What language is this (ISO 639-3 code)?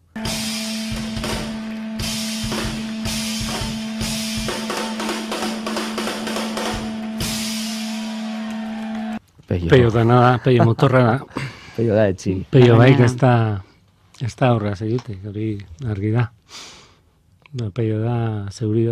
eus